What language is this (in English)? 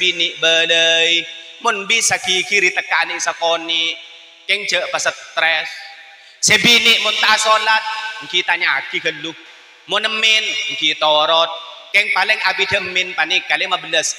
Madurese